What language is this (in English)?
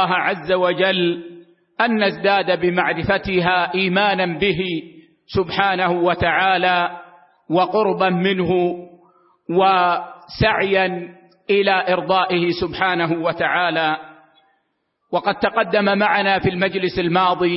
Arabic